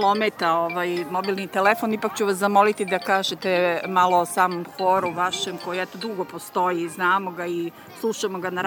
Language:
Serbian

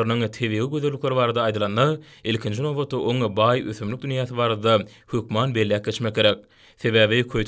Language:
Turkmen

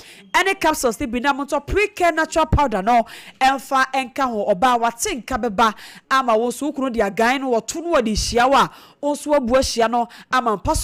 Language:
Akan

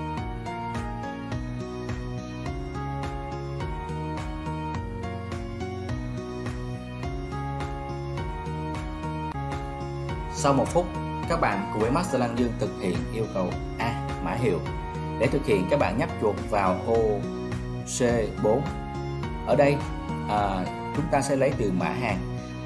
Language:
Vietnamese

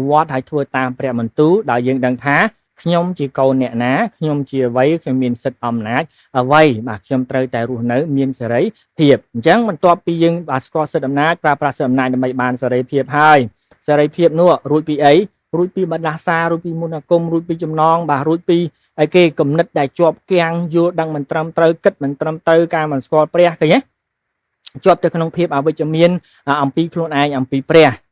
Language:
Khmer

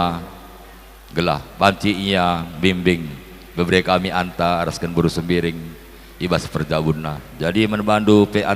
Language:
Batak Karo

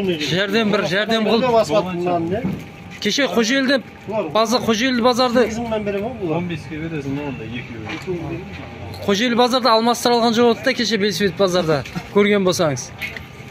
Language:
Kazakh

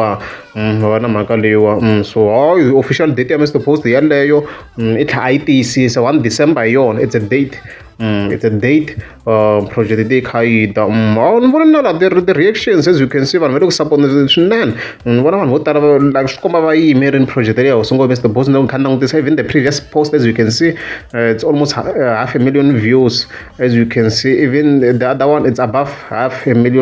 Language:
Tsonga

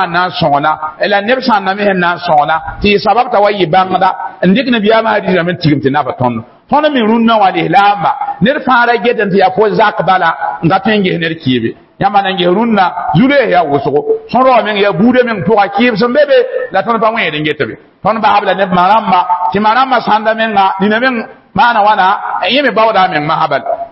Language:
Mossi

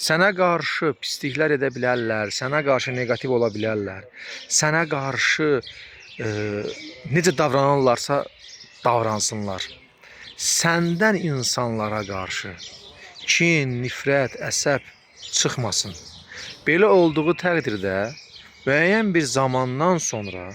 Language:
Azerbaijani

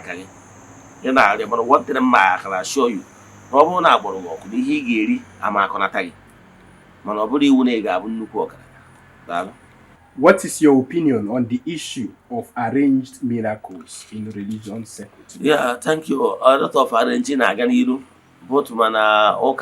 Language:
Igbo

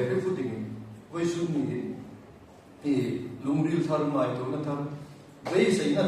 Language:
Hmar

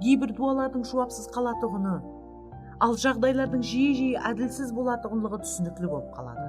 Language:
Kara-Kalpak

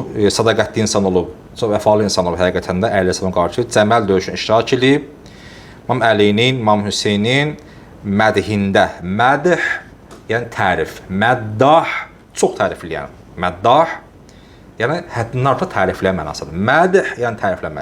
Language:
Azerbaijani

